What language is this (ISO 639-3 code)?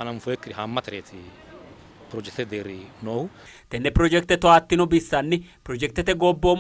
sid